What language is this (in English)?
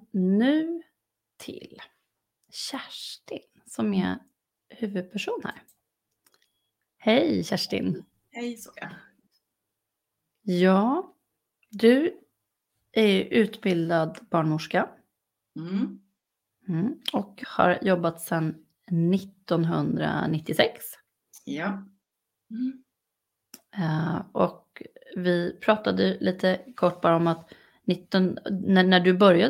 Swedish